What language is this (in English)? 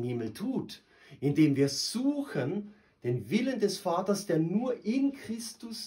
German